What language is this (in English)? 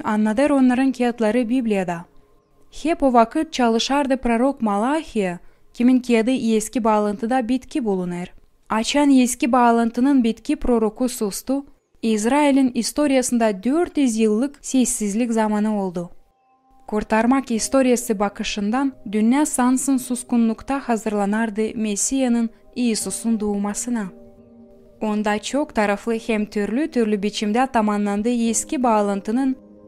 Gagauz